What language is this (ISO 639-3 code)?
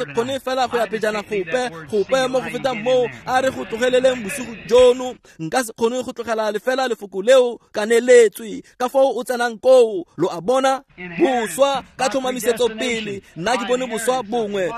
tsn